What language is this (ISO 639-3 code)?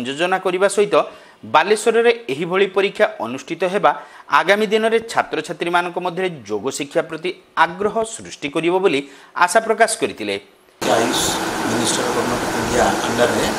ori